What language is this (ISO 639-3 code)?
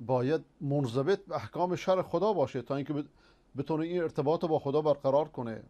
fas